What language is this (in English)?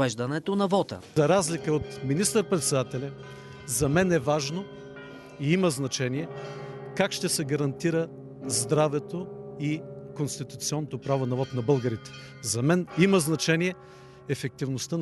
Bulgarian